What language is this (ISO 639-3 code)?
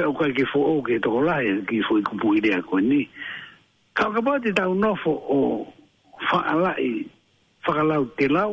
ton